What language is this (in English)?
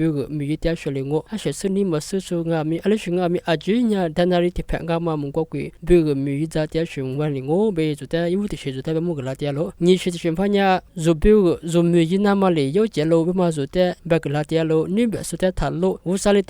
Lisu